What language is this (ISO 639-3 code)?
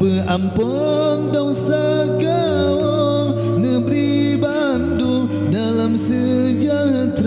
ace